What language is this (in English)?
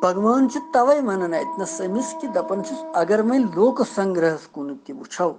Kashmiri